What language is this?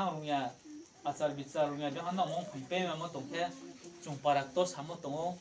Riang (India)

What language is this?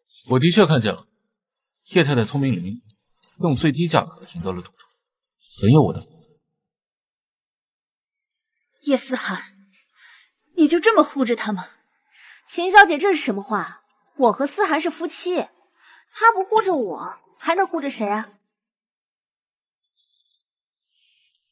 Chinese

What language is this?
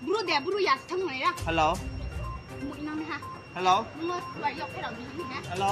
Kok Borok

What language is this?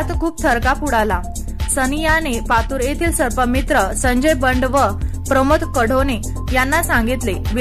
Marathi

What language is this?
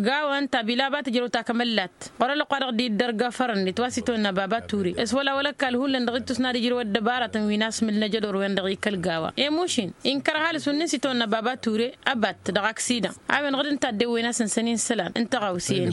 Tamasheq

